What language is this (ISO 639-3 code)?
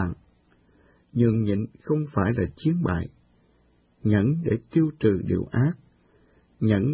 vie